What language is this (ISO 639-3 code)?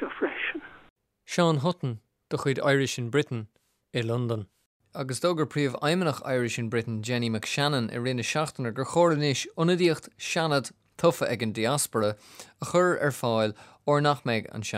gle